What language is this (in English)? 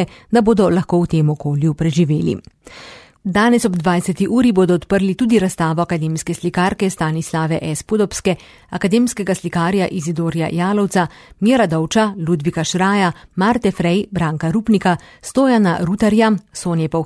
Slovenian